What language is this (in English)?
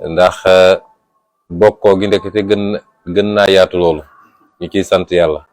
Wolof